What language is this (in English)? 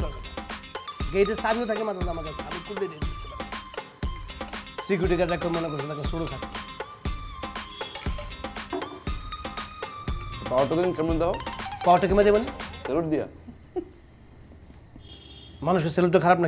Bangla